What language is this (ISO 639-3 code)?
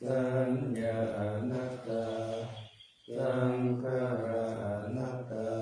pli